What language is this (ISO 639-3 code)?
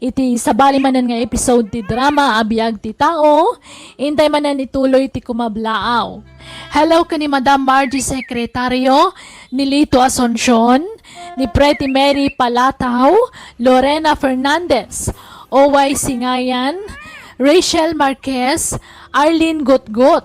ilo